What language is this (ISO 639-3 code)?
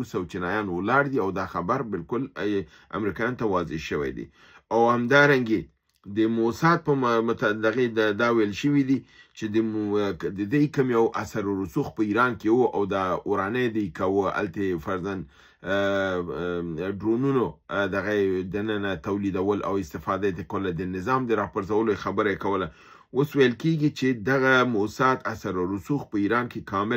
pus